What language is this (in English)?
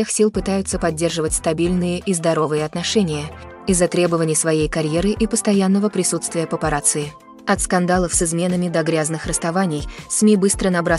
Russian